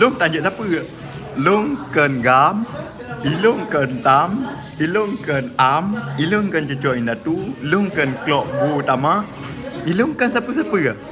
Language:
Achinese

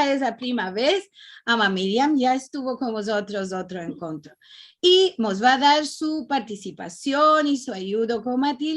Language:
Ladino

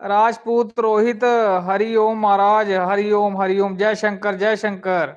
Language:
Dogri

